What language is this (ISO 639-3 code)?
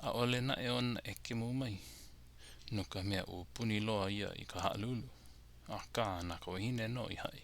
haw